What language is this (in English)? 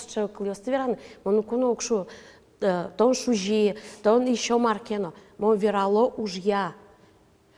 Udmurt